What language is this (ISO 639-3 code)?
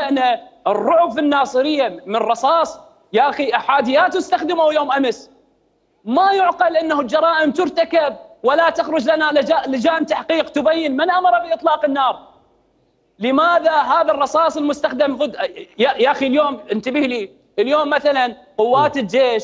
acm